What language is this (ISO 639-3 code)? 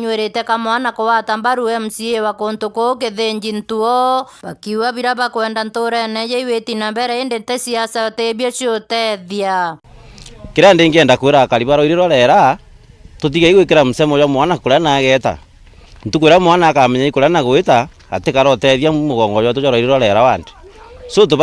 mer